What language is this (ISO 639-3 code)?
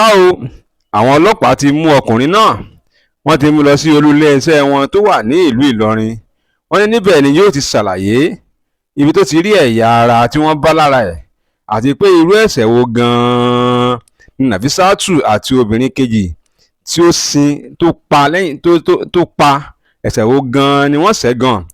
yor